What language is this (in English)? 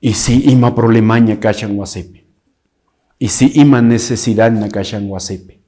Quechua